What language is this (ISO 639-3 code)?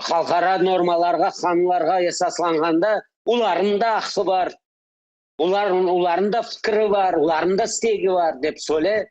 crh